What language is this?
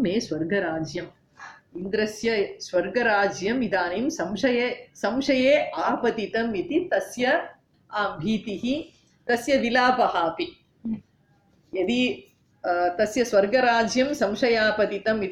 Sanskrit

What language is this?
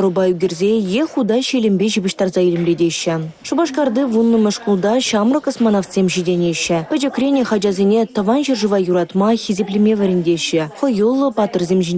Chuvash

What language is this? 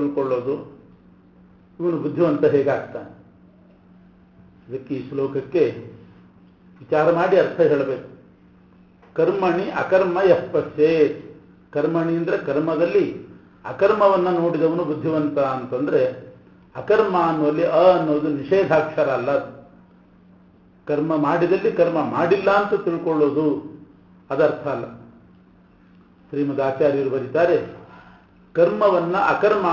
Kannada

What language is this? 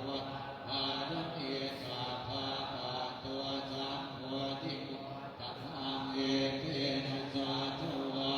Pali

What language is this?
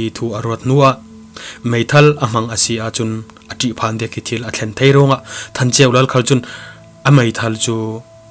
Falam Chin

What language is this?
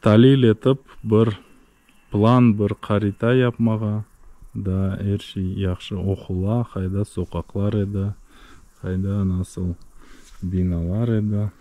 Crimean Tatar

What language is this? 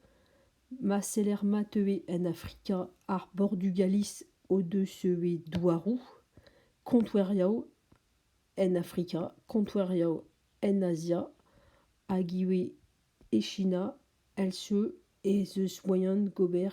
Breton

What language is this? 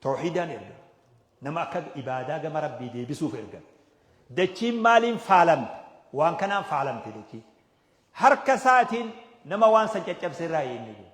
Oromo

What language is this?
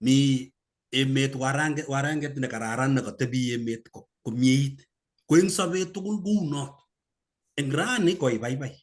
Kalenjin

